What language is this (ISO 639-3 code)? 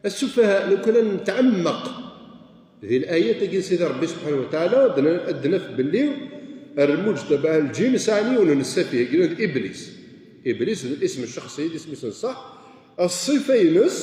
kab